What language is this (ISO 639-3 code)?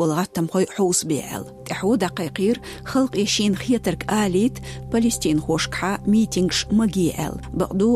che